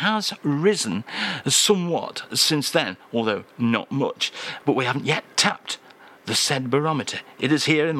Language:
English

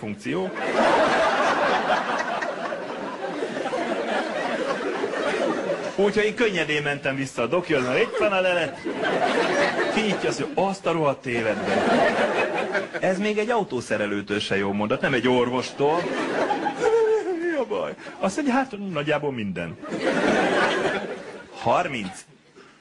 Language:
Hungarian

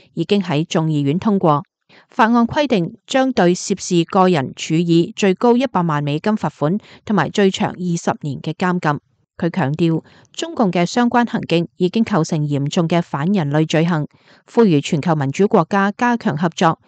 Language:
Cantonese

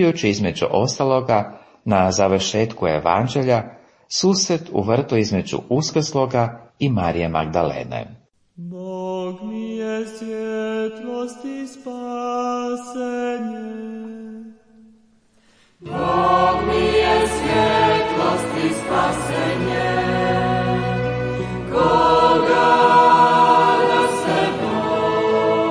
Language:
Croatian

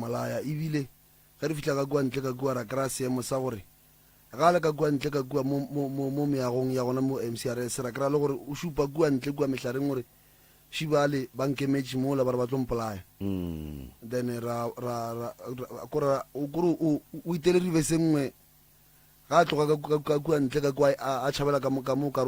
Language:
Northern Sotho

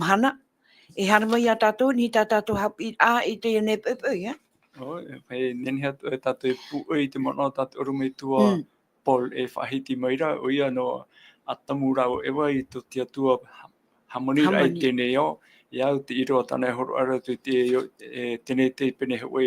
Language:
Tahitian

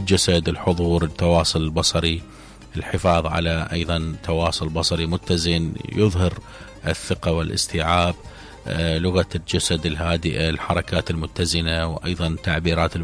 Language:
Mesopotamian Arabic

